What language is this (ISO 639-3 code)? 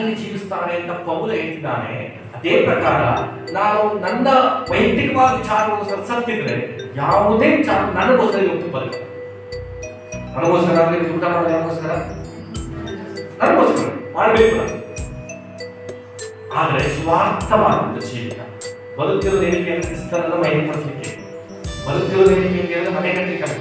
kan